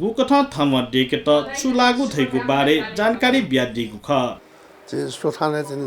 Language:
Newari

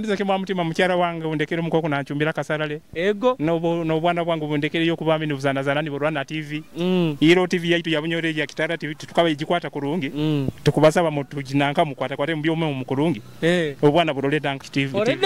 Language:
Nyoro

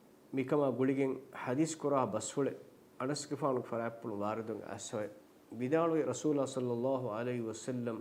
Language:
Divehi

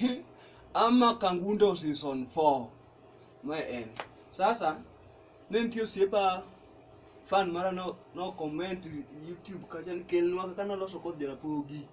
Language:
Luo (Kenya and Tanzania)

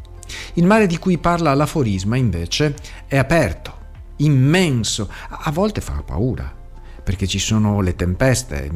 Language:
Italian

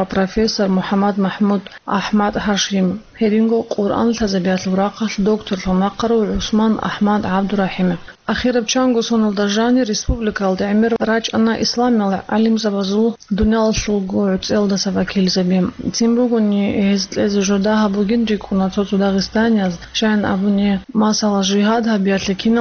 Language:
Avaric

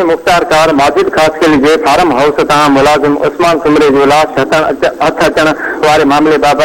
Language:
Sindhi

